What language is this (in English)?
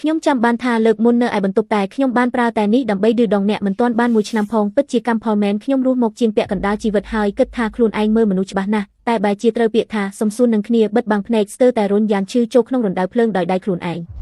Khmer